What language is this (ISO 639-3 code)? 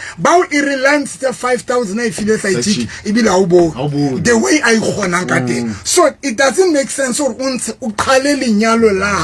sot